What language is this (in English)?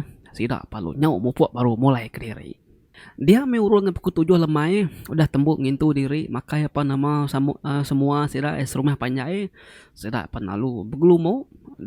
Iban